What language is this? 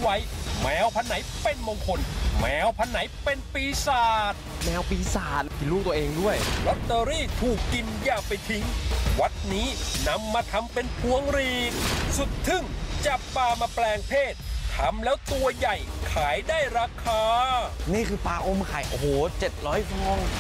Thai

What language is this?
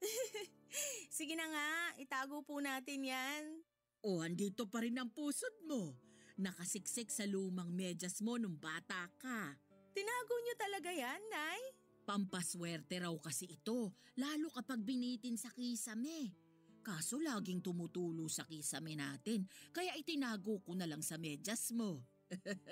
Filipino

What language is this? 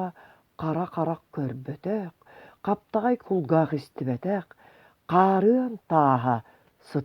Yakut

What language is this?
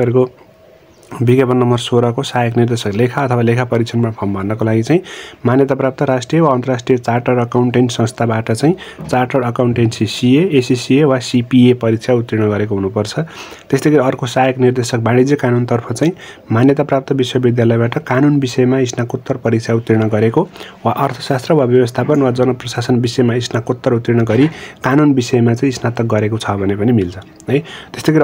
Nepali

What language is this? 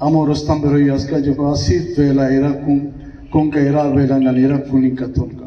Brahui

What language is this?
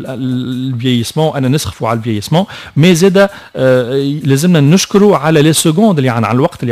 Tunisian Arabic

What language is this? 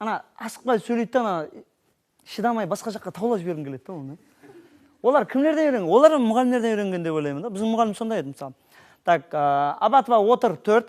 Kara-Kalpak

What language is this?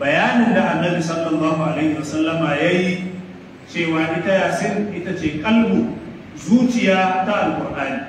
Hausa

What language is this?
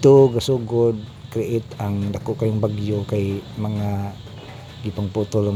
Cebuano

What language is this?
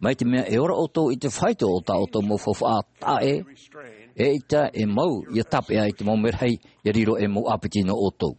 Tahitian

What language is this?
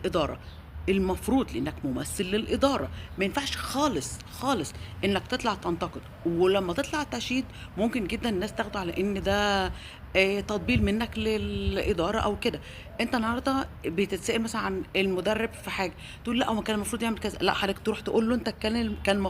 Egyptian Arabic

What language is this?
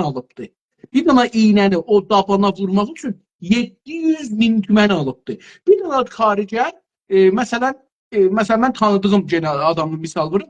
South Azerbaijani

